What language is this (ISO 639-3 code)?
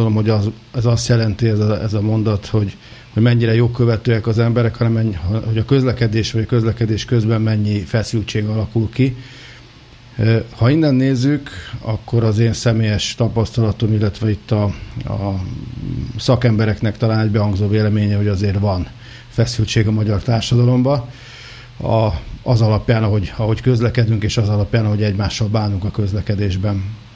hun